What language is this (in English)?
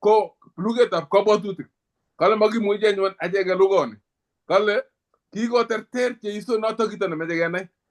Kalenjin